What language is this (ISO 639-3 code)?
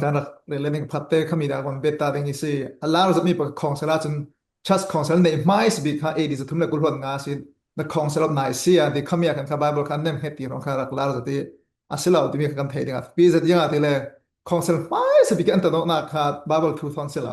cfm